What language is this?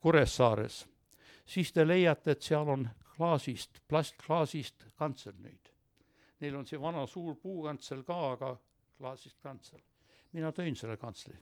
Estonian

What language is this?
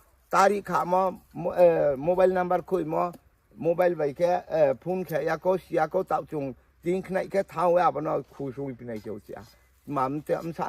Riang (India)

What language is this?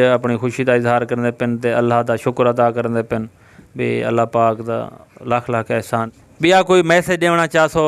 Saraiki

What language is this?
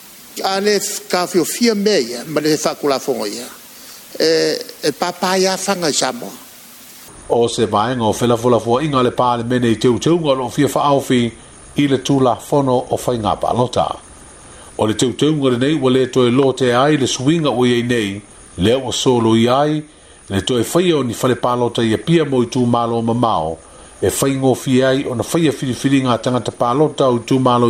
Samoan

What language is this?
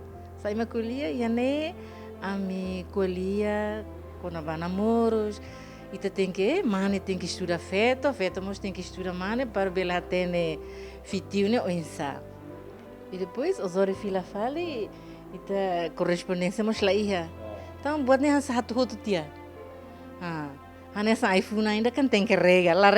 Tetum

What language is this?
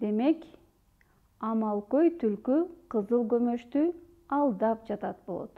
Kyrgyz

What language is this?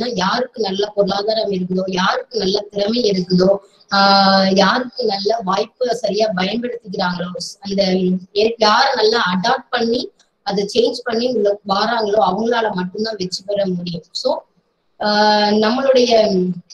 Tamil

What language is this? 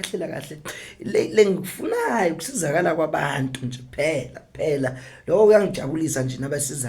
Zulu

